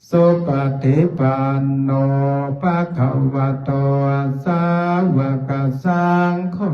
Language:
Pali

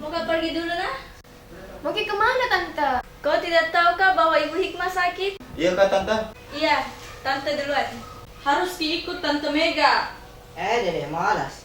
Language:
Makassar Malay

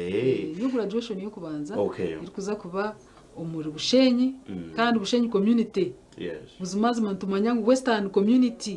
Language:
Nyankole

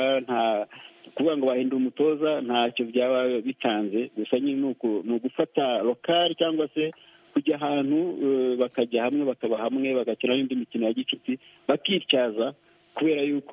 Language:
Kinyarwanda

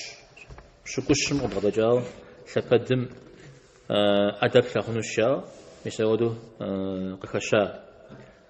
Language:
Kabardian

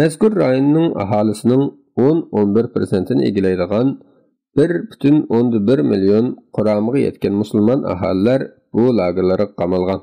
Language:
Uyghur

